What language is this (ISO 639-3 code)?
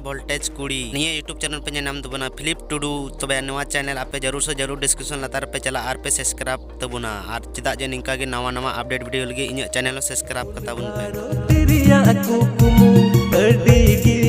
sat